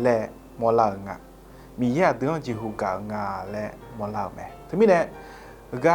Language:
Akha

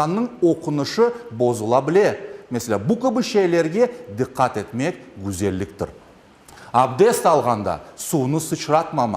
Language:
Crimean Tatar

